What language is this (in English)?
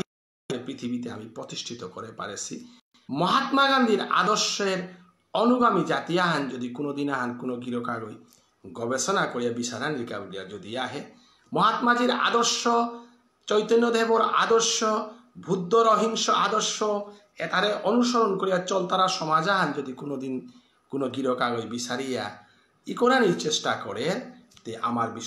Bishnupriya